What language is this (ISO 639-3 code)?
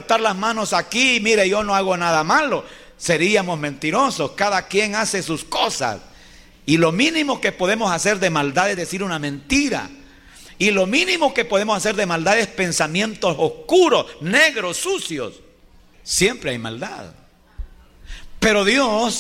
spa